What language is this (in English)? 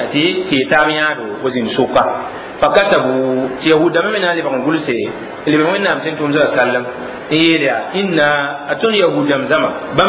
Mossi